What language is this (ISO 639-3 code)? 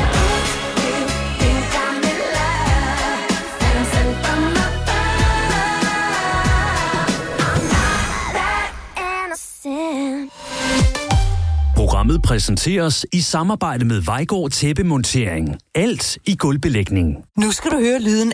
dan